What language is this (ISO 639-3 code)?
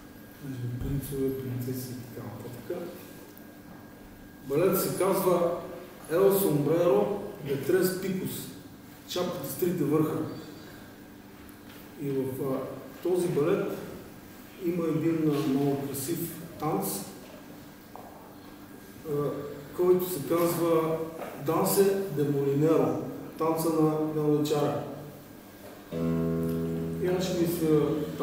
bul